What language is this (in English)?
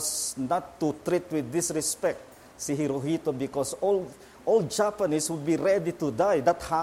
Filipino